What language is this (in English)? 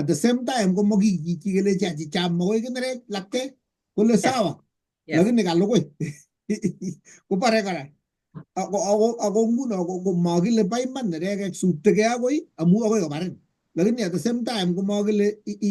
Kalenjin